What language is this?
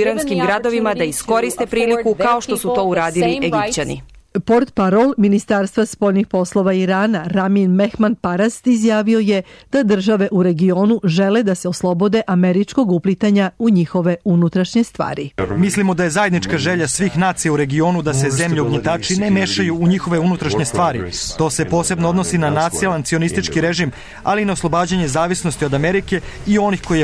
Serbian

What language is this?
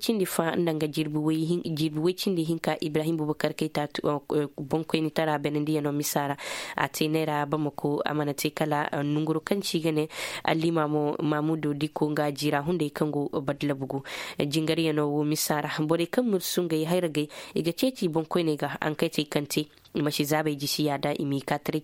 Koyraboro Senni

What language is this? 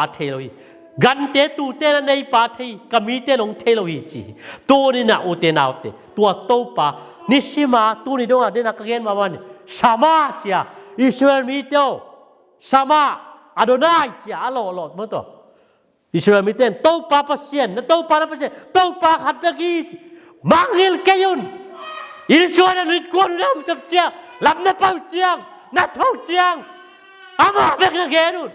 Tedim Chin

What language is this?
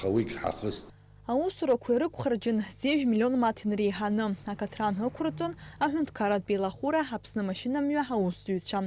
Abkhazian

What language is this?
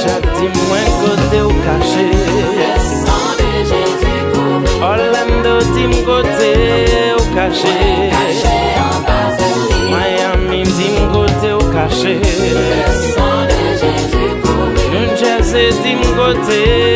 Haitian Creole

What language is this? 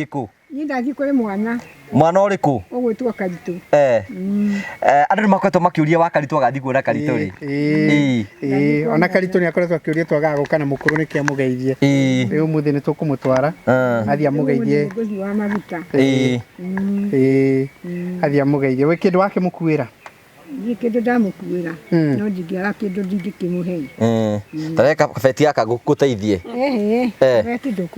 Kikuyu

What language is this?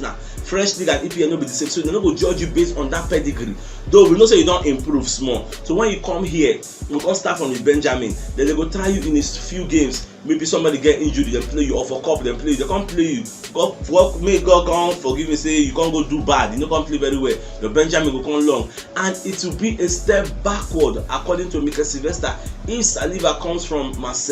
Nigerian Pidgin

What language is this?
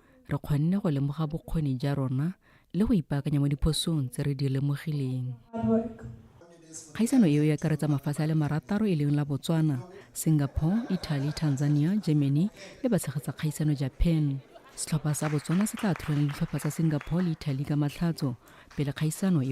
Tswana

